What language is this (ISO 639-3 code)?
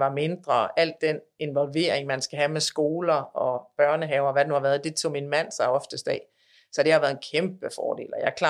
dan